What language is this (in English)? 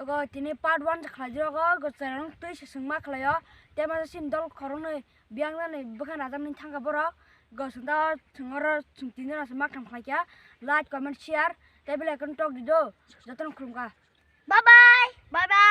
Kok Borok